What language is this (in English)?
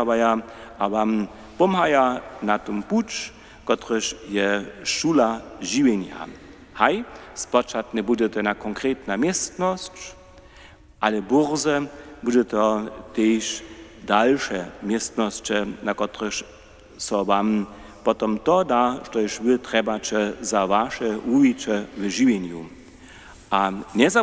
Upper Sorbian